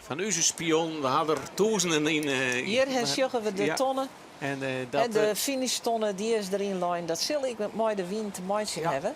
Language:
Western Frisian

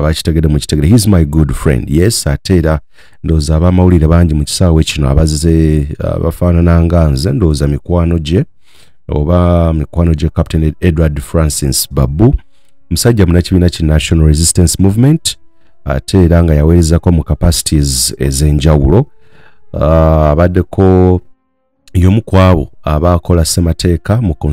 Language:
Ganda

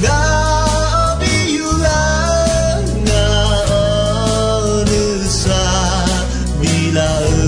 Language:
Akha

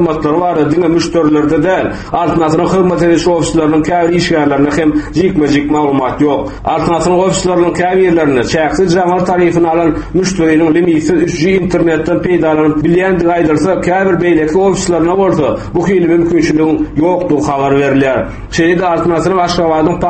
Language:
Turkmen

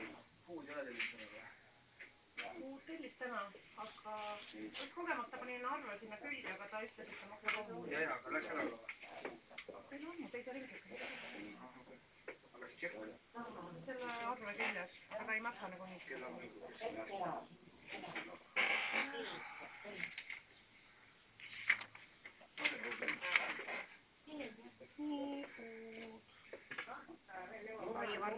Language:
Estonian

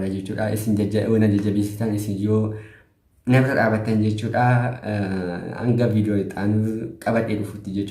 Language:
Oromo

